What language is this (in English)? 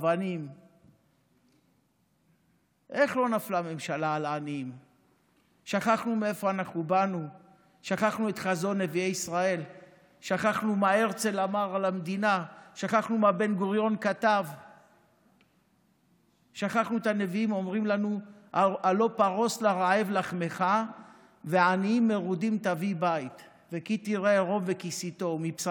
Hebrew